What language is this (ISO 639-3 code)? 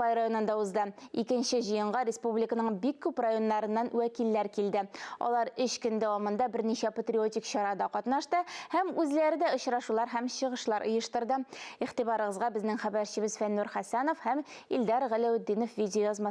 tat